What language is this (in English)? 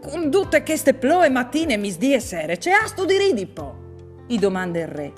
Friulian